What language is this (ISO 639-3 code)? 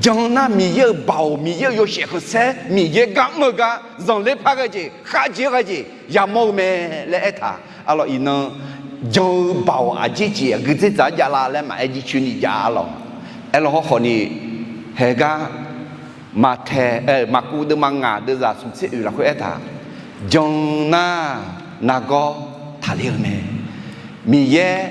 ahk